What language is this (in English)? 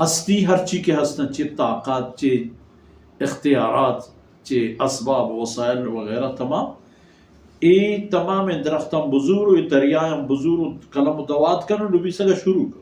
Baluchi